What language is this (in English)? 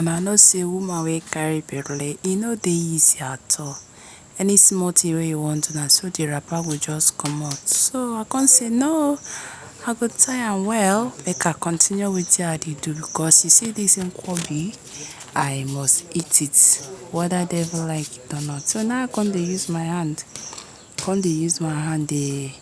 Nigerian Pidgin